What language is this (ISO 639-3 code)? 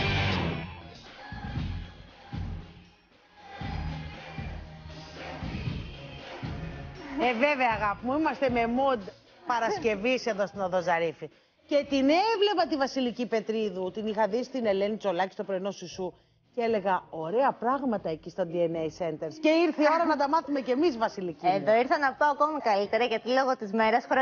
ell